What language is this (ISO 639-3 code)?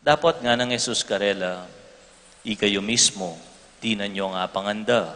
pam